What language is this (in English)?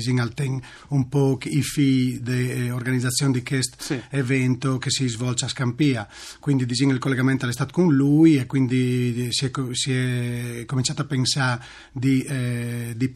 Friulian